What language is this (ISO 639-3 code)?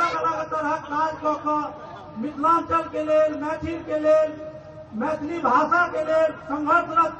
mai